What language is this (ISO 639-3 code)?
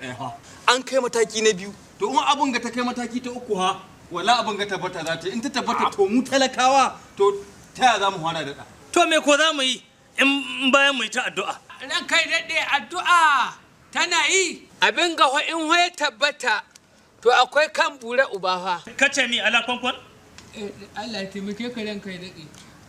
hau